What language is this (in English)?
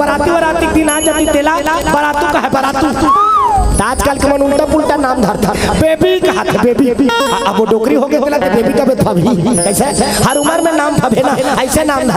Chhattisgarhi